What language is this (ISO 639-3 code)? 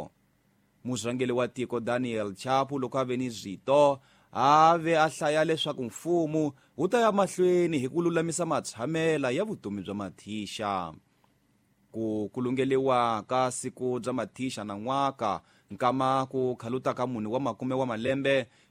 tso